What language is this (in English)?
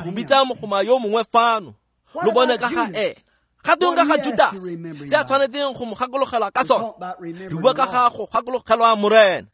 Tswana